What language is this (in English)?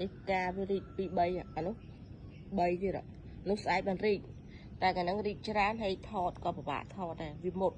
Khmer